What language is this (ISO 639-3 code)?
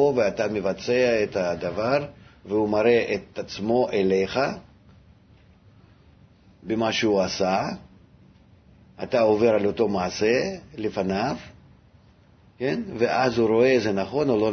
heb